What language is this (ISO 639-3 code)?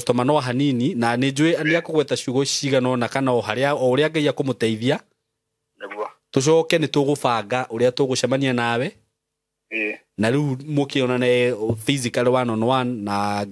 kik